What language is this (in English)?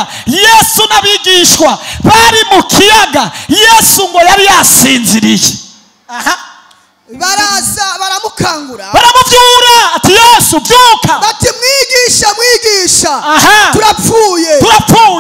Rundi